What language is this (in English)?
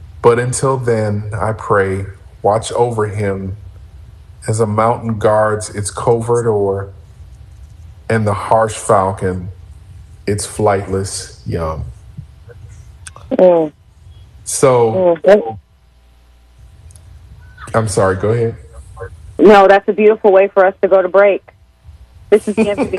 English